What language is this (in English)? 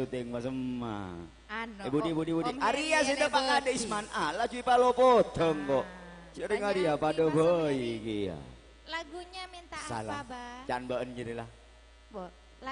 Madurese